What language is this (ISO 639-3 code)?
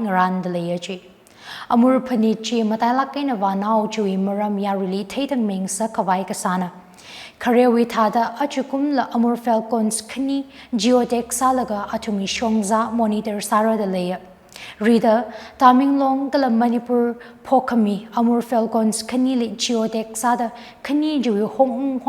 nmf